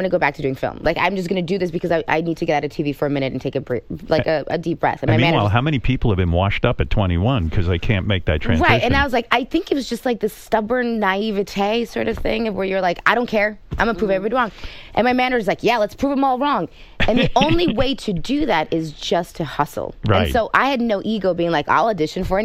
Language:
English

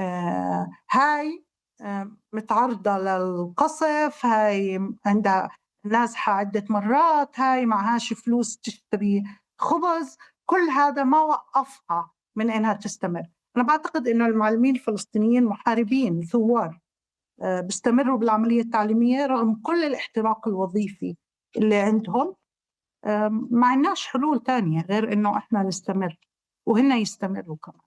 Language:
North Levantine Arabic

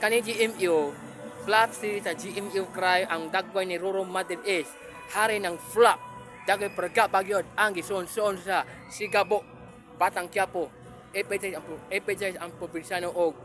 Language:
Cebuano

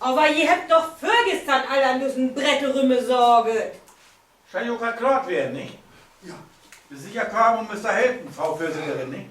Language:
Low German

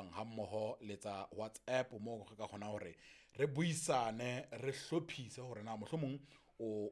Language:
Southern Sotho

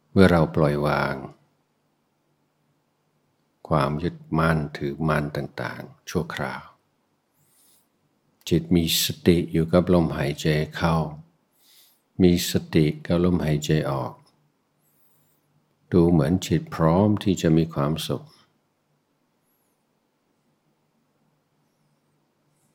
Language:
Thai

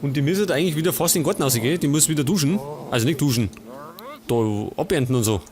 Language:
Bavarian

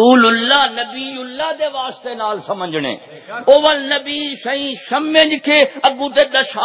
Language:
Saraiki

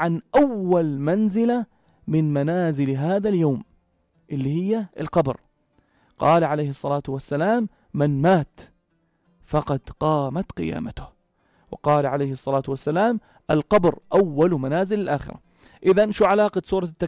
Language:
North Levantine Arabic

